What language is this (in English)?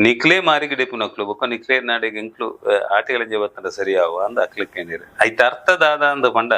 Tulu